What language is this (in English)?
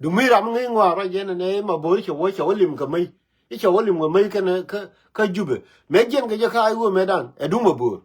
Nuer